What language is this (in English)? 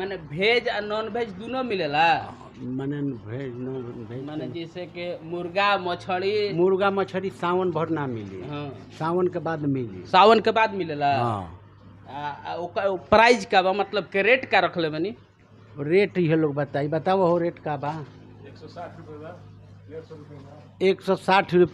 Bhojpuri